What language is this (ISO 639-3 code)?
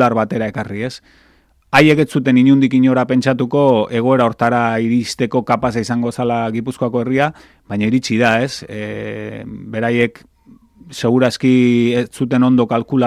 eus